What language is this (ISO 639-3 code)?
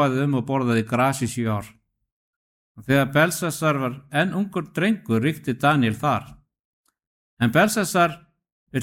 isl